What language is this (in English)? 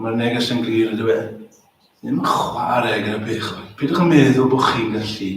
Welsh